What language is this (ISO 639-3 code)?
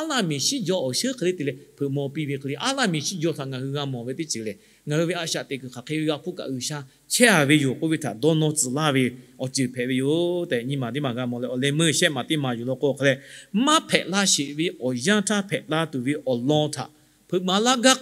lhu